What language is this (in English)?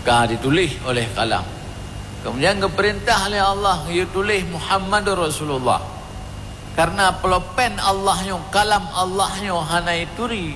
Achinese